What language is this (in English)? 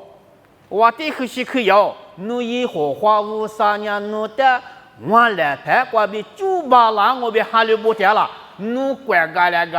Lisu